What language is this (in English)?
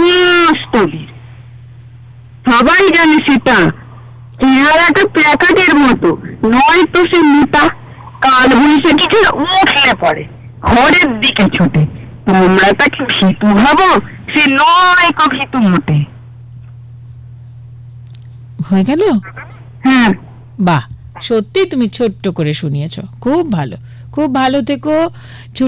Bangla